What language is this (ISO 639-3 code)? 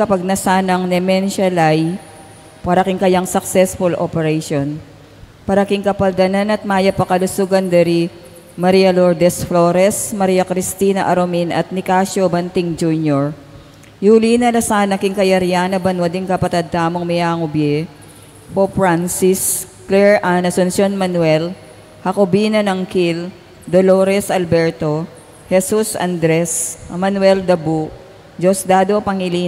pam